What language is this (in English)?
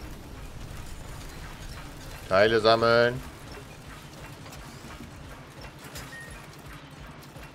German